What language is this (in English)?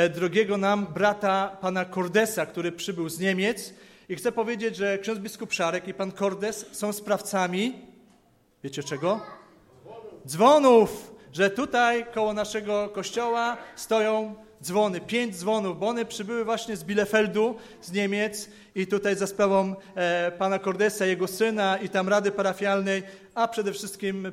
Polish